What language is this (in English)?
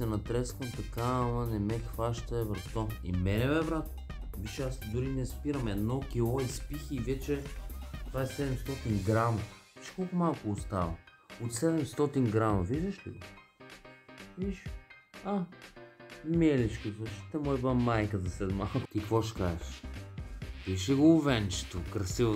Bulgarian